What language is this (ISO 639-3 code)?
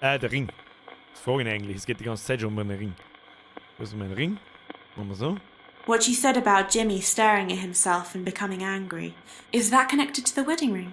bar